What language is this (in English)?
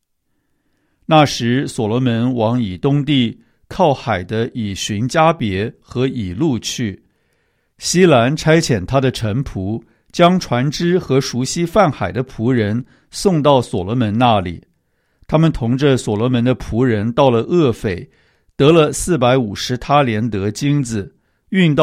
Chinese